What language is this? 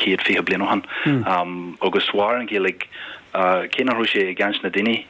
Irish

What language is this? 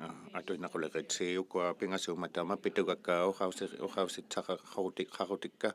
Inuktitut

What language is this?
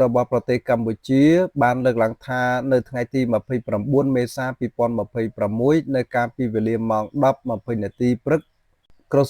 Khmer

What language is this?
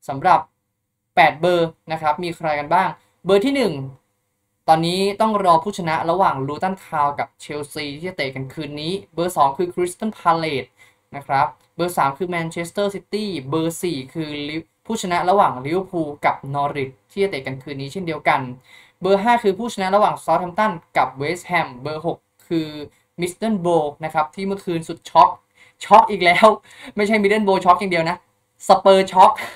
Thai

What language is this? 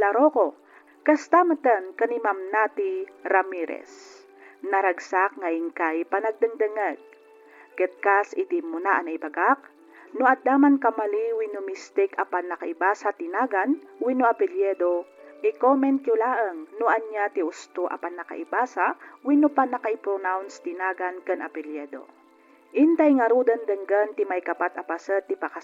Iloko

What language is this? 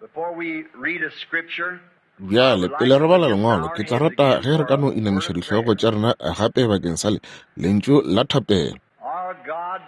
Northern Sotho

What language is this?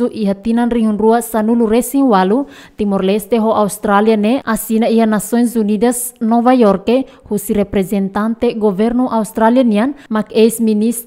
Tetum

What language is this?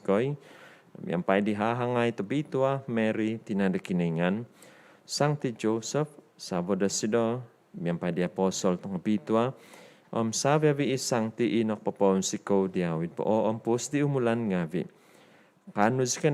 Central Dusun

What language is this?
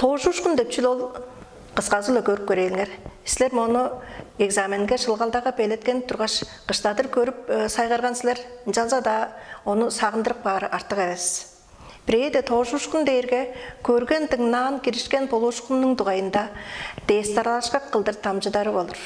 Tuvinian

